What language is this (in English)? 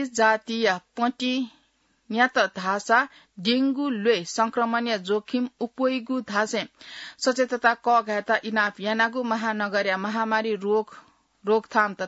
Newari